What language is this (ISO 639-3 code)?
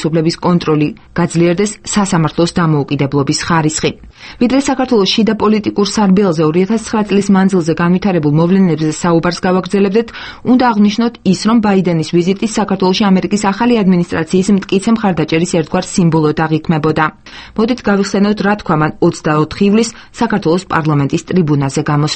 kat